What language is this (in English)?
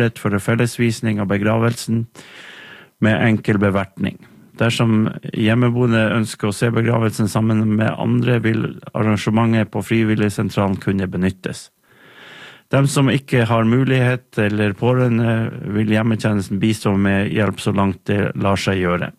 Norwegian